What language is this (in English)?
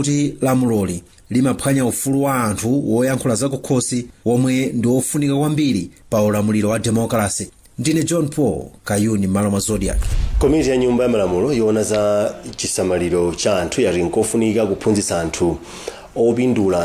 Nyanja